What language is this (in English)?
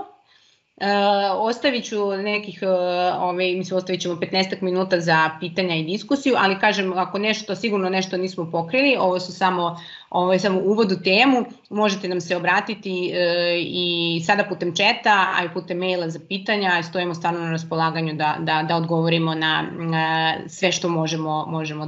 Serbian